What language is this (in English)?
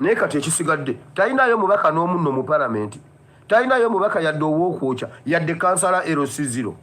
Ganda